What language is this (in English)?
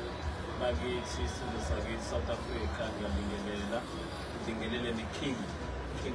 Zulu